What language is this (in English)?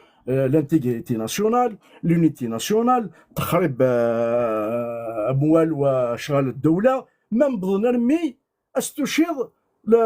Kabyle